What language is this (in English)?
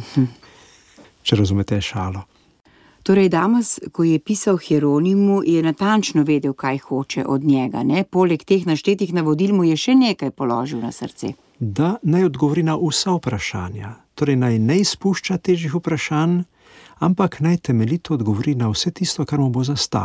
Slovenian